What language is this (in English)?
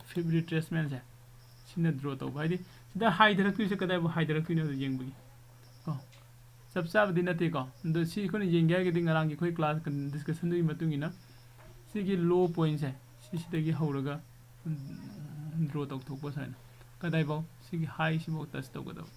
Manipuri